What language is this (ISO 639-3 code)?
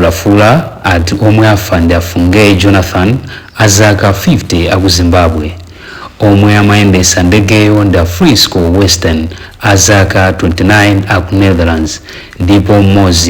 nya